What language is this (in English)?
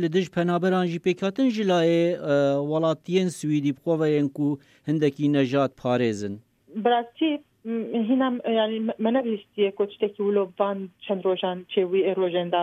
Kurdish